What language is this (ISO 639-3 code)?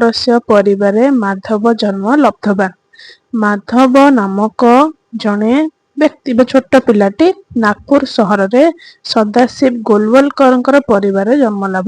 ori